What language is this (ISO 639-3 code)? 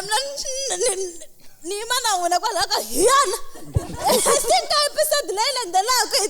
tso